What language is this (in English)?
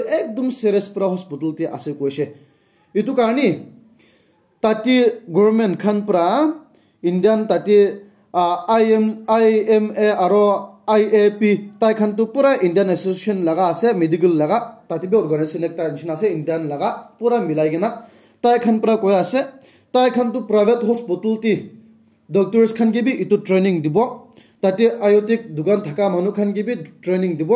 Naga Pidgin